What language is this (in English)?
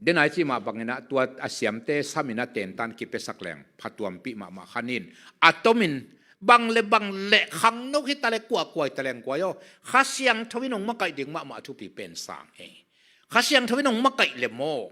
Tedim Chin